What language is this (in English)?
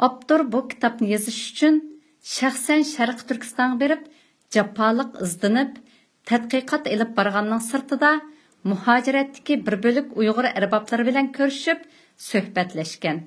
Uyghur